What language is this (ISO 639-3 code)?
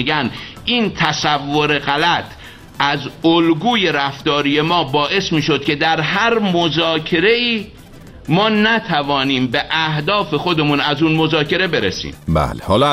fas